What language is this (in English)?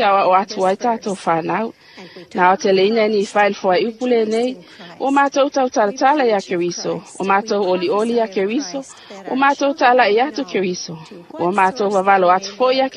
Samoan